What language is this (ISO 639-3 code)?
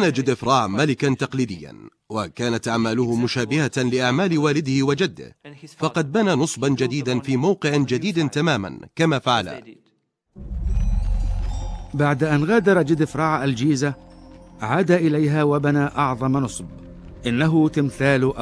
ara